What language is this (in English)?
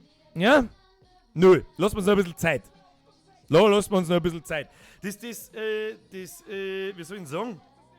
Bavarian